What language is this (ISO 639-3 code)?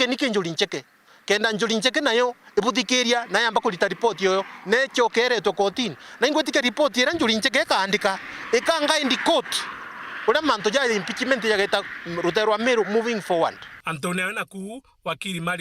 mer